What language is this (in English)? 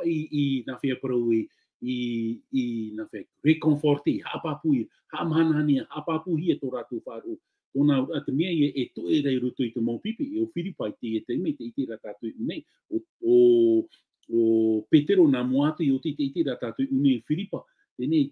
Tahitian